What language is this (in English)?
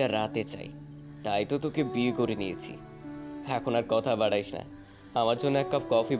Bangla